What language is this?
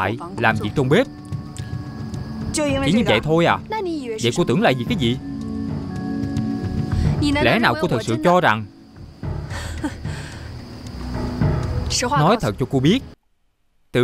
Vietnamese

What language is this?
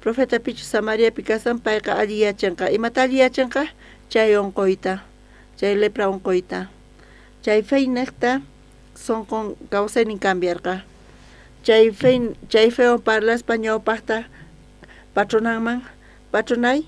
South Bolivian Quechua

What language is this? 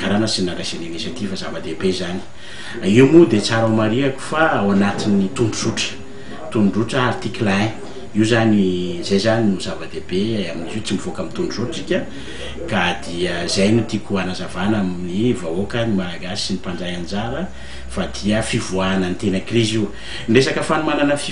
Malagasy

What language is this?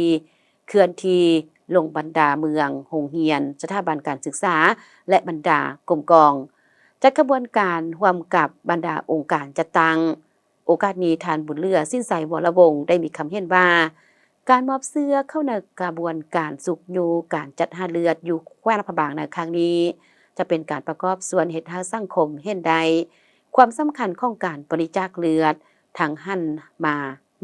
Lao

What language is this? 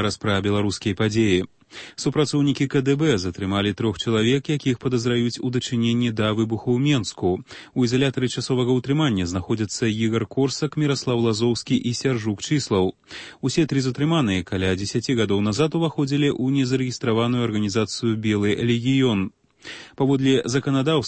Belarusian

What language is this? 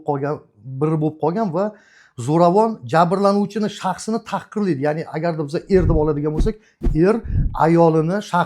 Uzbek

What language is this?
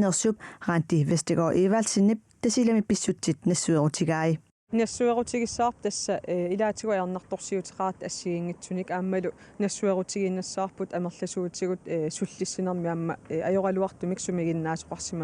Kalaallisut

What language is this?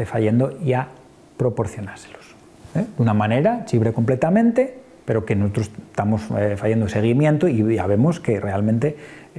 Asturian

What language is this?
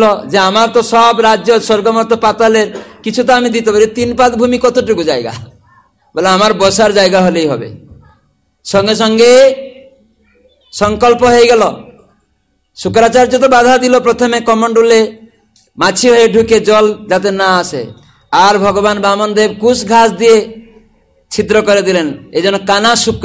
Bangla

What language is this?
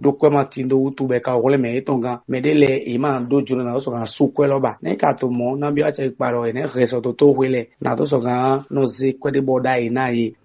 Fon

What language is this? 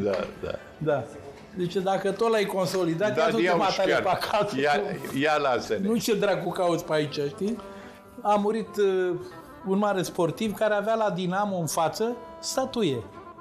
Romanian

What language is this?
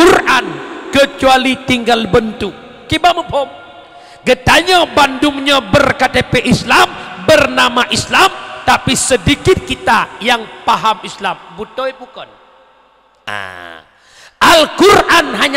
Achinese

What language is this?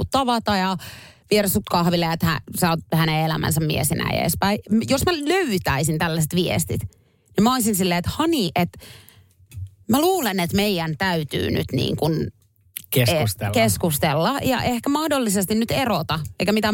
Finnish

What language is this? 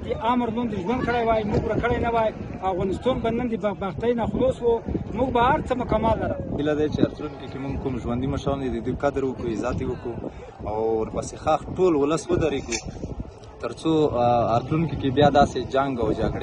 Pashto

